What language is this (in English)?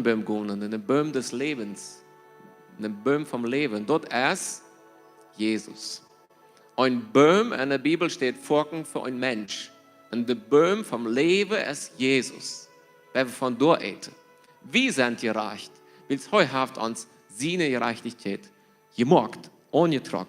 Plautdietsch